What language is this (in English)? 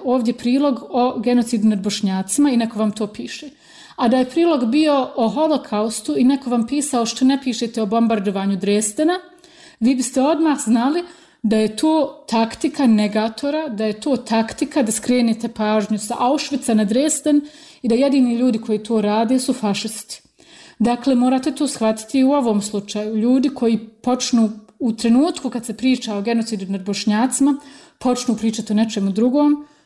Bosnian